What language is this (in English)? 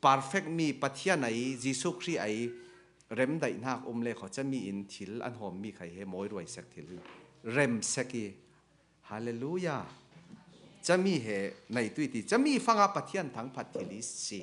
Falam Chin